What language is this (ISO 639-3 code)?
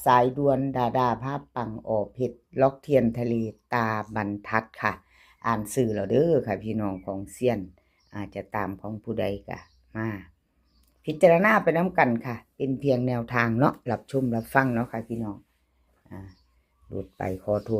tts